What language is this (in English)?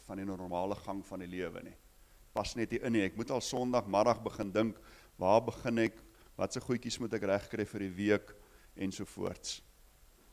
Afrikaans